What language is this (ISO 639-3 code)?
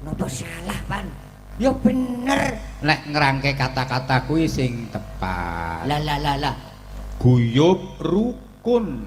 jav